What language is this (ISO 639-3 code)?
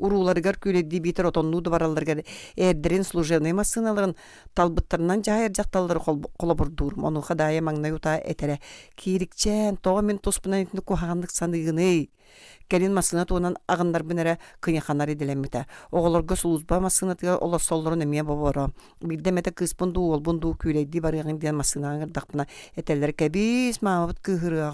sah